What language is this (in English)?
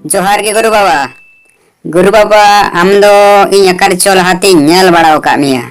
Santali